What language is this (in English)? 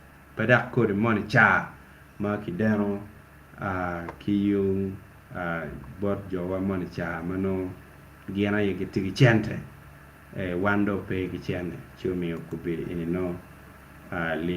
Acoli